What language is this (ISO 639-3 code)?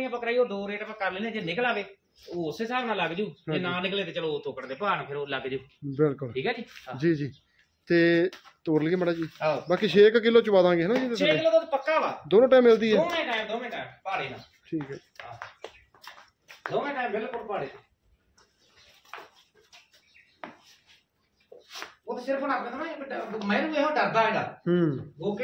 pan